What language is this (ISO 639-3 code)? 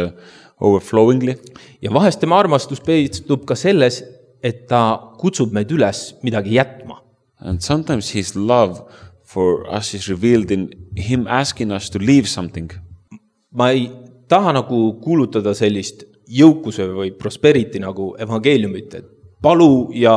est